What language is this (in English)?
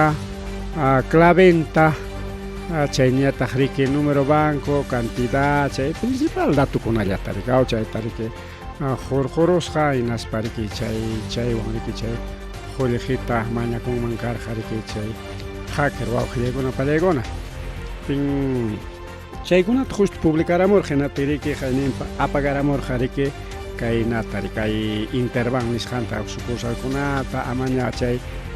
Ayacucho Quechua